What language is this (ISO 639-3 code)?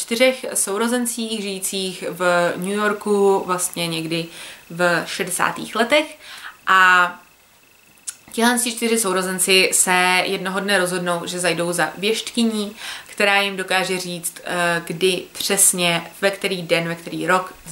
ces